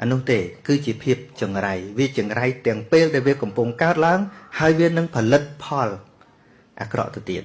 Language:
Khmer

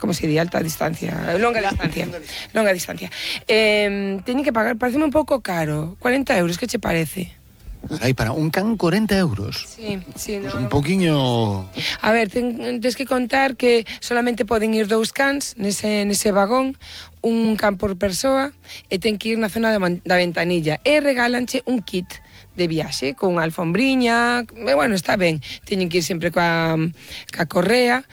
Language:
Galician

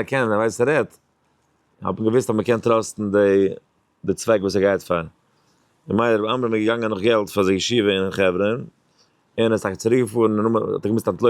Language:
Yiddish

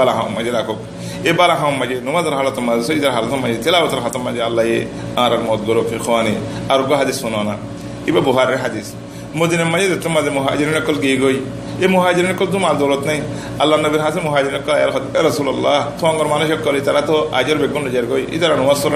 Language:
Rohingya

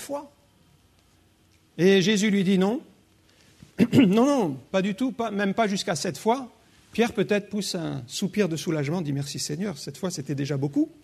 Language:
French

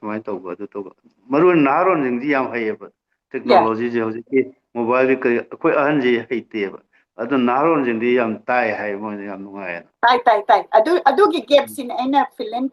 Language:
Manipuri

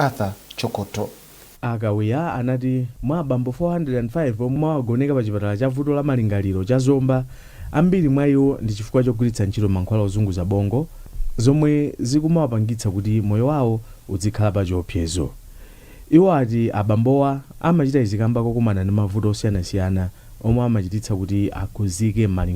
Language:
Nyanja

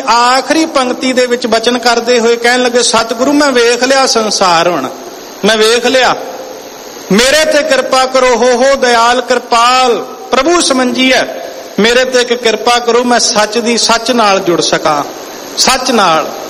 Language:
Punjabi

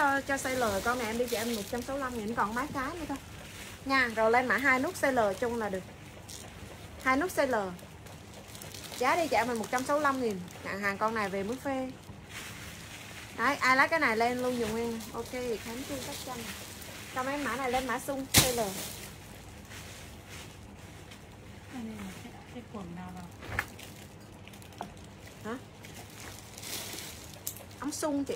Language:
Vietnamese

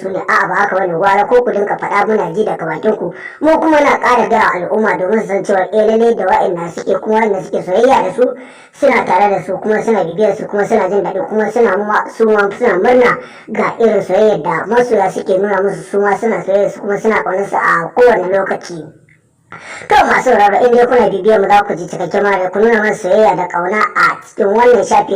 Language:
Hausa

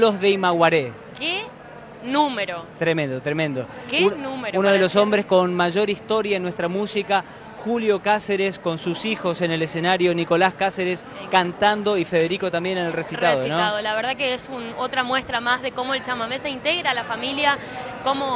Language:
Spanish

